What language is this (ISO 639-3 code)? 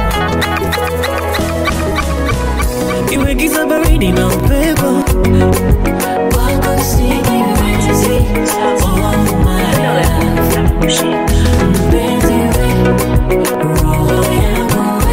swa